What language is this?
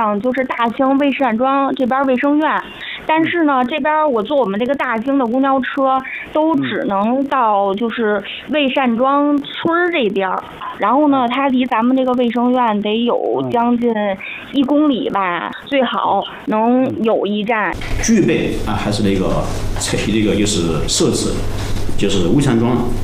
Chinese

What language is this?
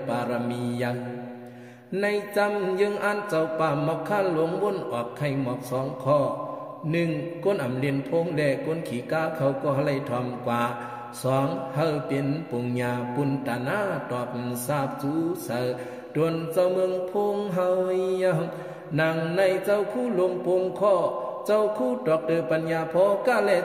Shan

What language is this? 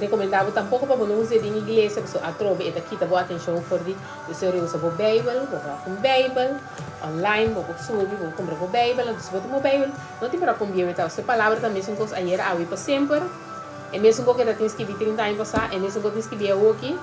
Papiamento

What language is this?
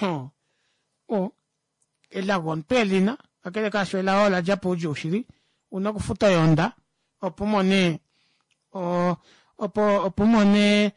Kuanyama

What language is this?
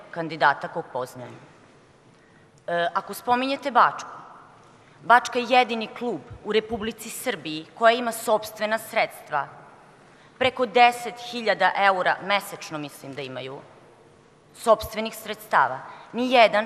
Serbian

